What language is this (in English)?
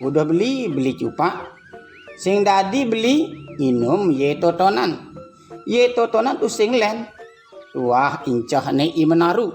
Balinese